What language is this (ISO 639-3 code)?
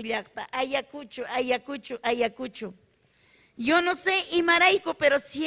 quy